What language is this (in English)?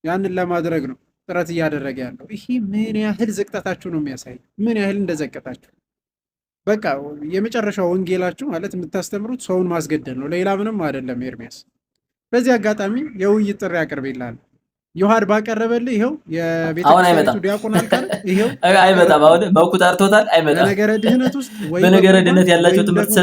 Amharic